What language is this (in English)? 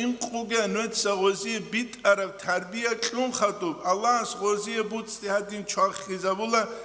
Avaric